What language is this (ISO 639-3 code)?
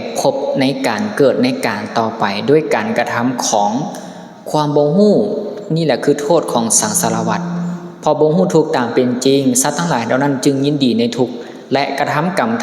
lao